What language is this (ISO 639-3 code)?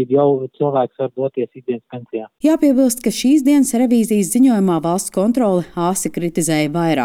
lav